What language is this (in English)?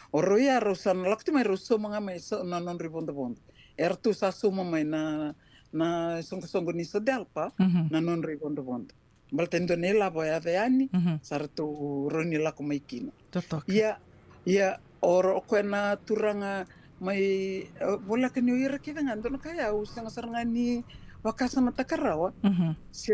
Fijian